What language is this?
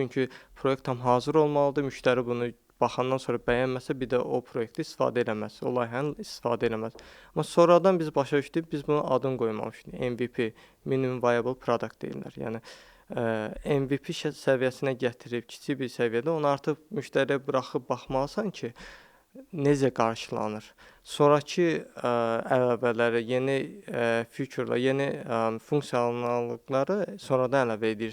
Azerbaijani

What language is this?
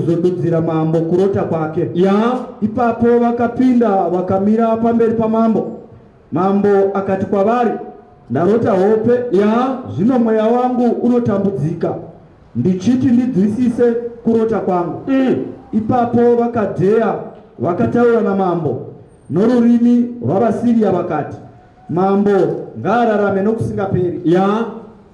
Shona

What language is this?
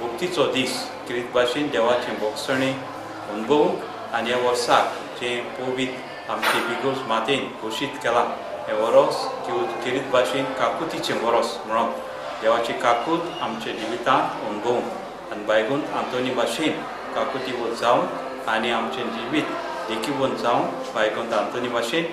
Konkani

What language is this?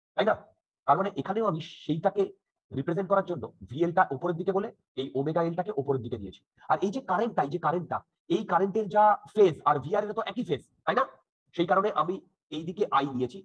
Bangla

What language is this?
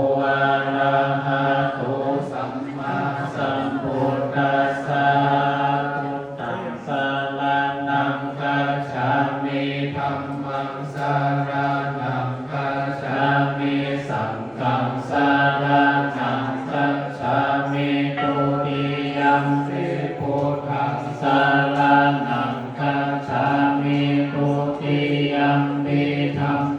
Pali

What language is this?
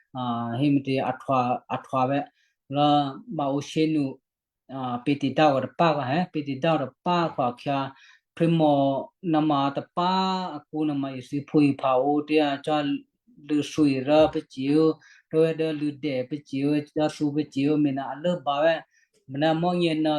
Western Kayah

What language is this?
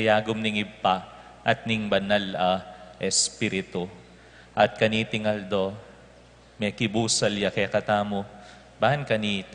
Pampanga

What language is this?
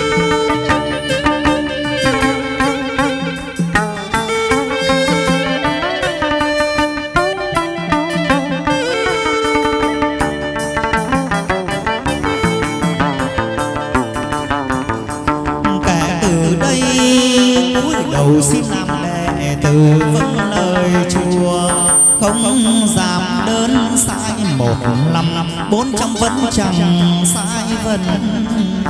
Vietnamese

